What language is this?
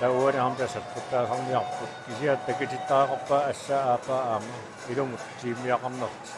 Kalaallisut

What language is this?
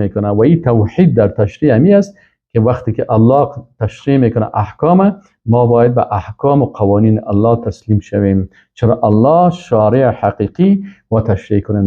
Persian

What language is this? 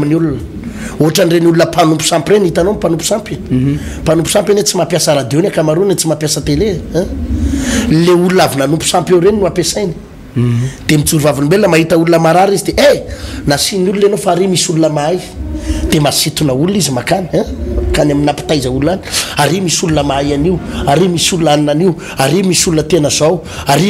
Malagasy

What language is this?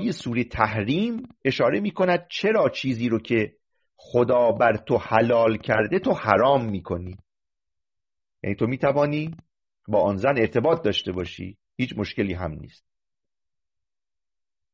Persian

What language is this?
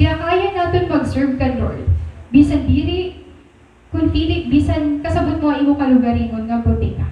Waray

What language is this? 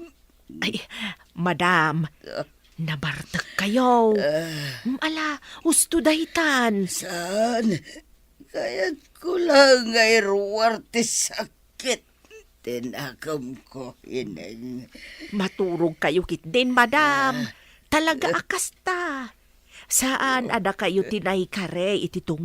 Iloko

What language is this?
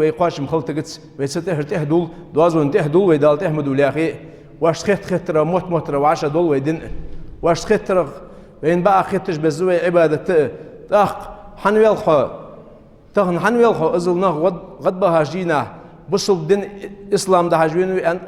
Ingush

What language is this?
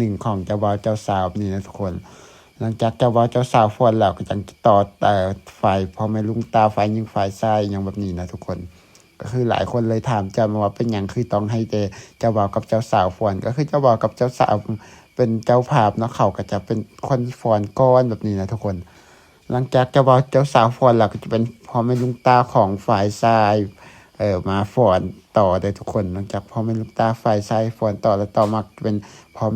Lao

